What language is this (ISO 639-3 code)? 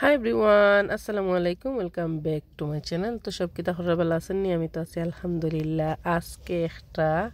syl